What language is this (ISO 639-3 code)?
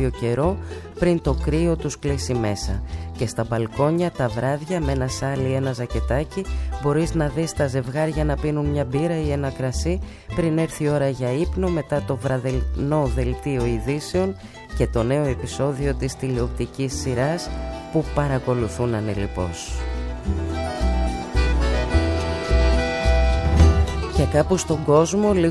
ell